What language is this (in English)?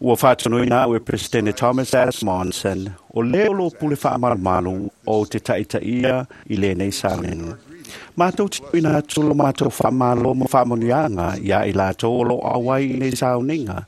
Samoan